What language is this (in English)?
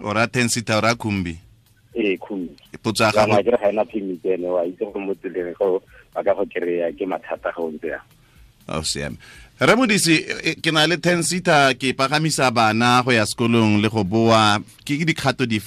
Tswana